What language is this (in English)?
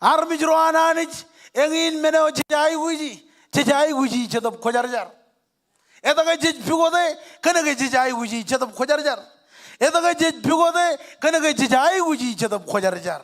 Marshallese